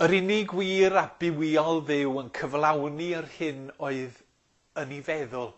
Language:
Welsh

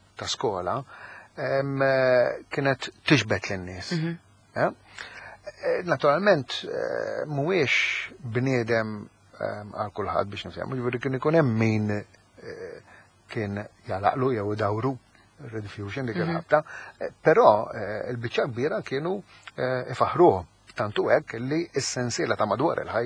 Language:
Maltese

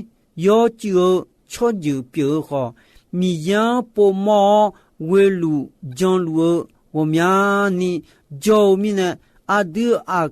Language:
Akha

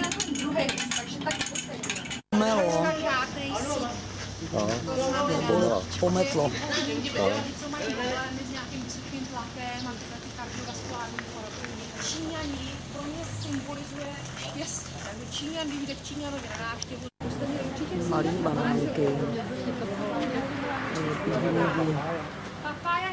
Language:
Czech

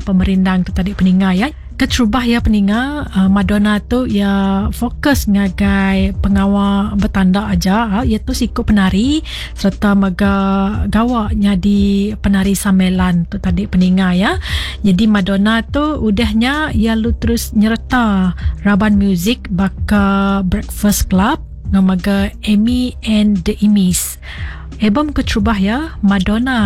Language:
Iban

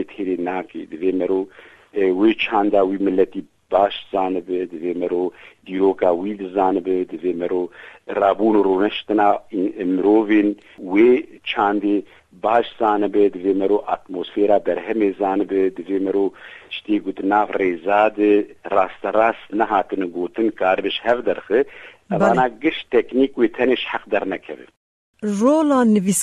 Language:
Kurdish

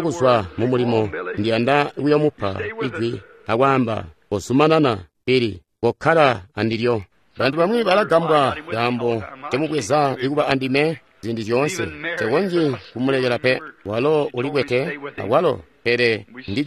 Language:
Tonga (Zambia)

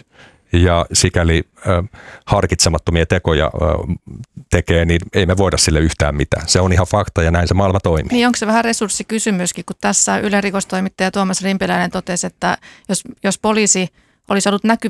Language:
Finnish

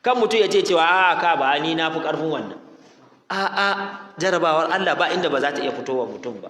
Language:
Hausa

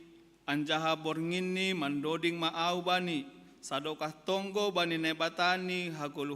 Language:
Batak Simalungun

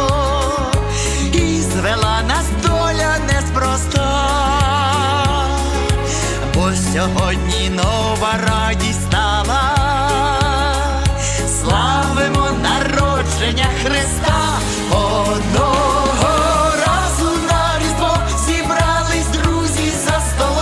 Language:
Ukrainian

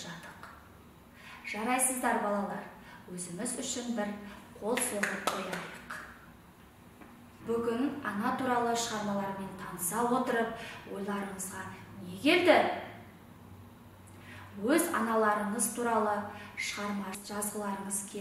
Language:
Kazakh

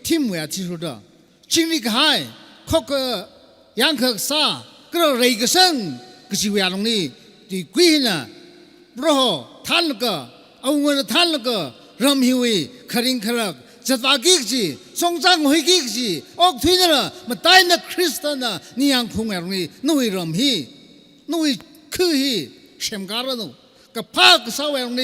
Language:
Tangkhul Naga (India)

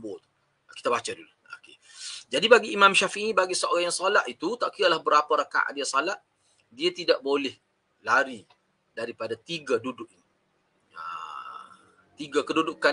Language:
Malay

